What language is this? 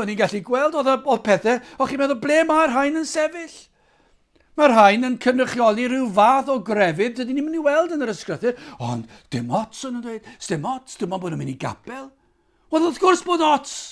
Welsh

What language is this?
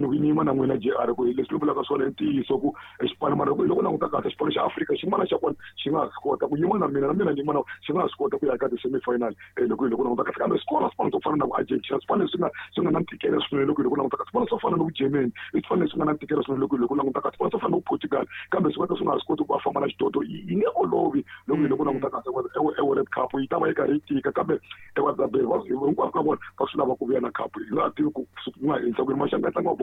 Tsonga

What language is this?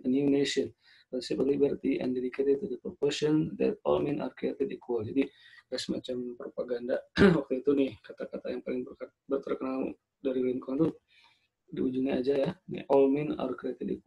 Indonesian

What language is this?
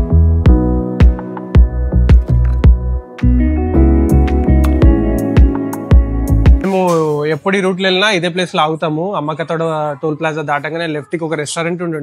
Telugu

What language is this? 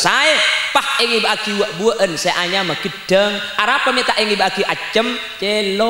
Madurese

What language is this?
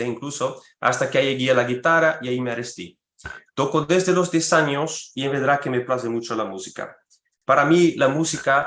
Ladino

